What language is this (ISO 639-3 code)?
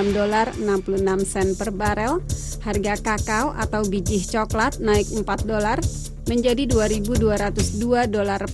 ind